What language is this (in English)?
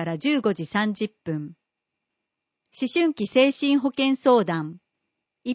Japanese